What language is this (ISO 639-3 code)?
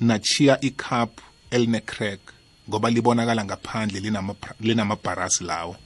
nbl